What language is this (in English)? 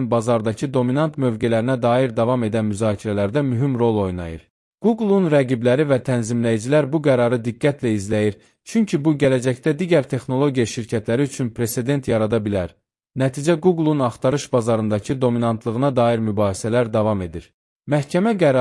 Azerbaijani